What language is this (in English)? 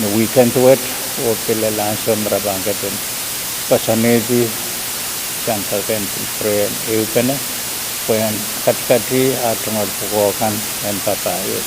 Pohnpeian